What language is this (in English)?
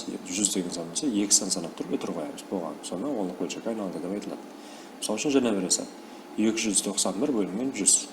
Kara-Kalpak